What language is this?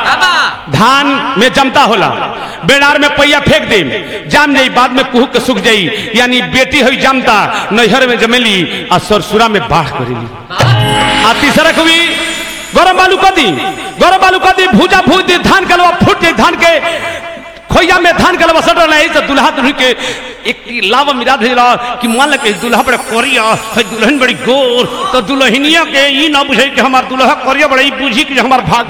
Bhojpuri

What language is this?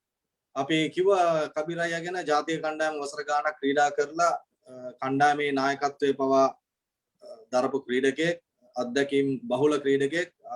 Sinhala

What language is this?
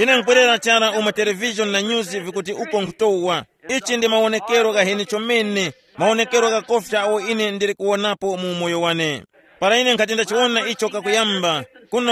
Tumbuka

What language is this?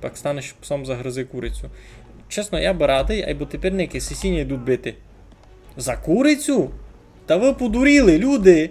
Rusyn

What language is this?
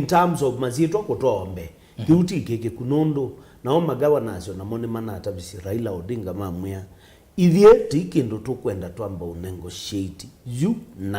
Kamba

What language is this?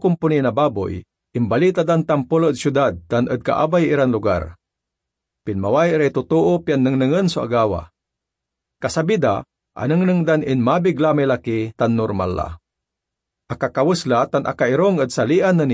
Pangasinan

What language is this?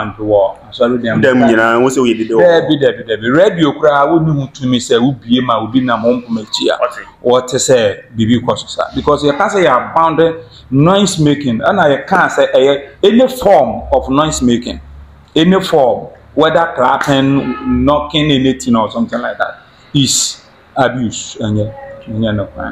Akan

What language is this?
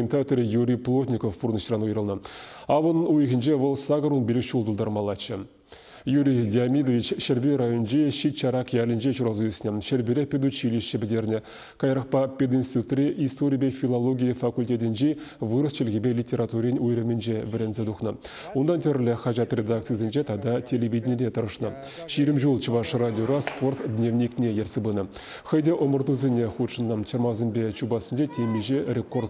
Chuvash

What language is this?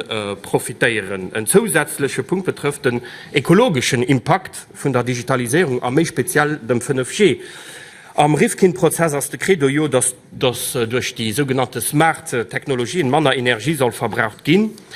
Luxembourgish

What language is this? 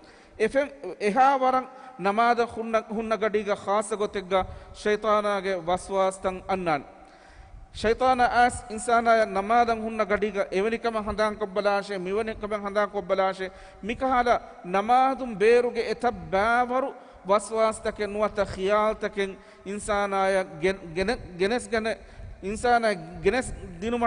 Divehi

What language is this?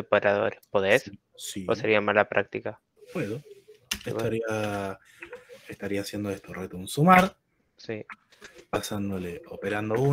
Spanish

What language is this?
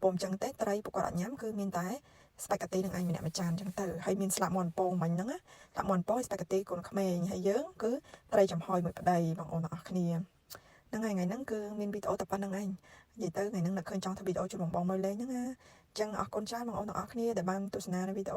Khmer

